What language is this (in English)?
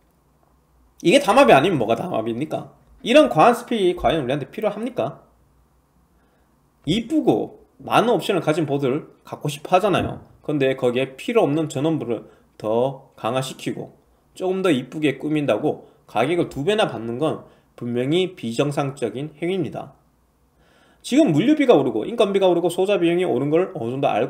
Korean